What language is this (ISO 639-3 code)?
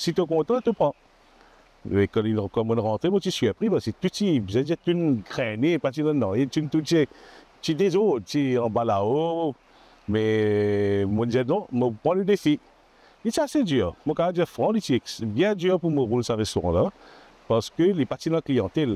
mfe